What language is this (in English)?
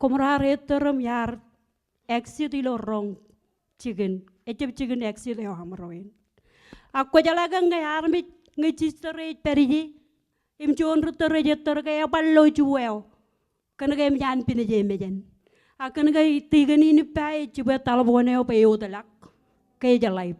Marshallese